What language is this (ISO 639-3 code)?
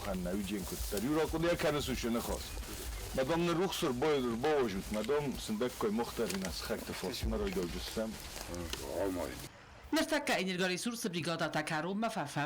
oss